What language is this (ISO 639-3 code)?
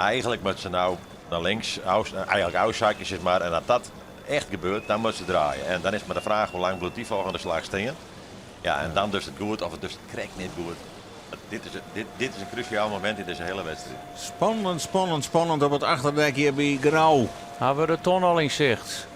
fry